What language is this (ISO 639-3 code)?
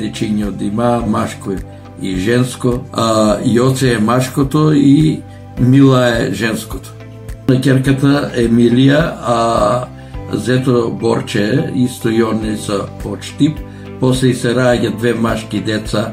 mkd